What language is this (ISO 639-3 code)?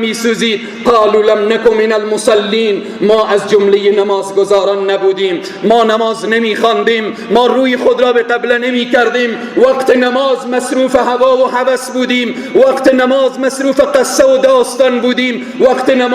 fas